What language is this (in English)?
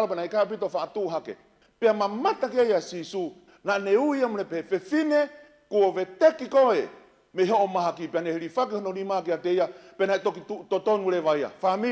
Tongan